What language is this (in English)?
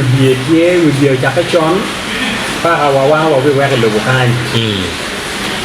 Acoli